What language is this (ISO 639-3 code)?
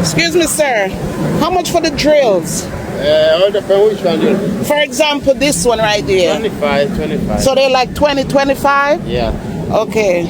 jam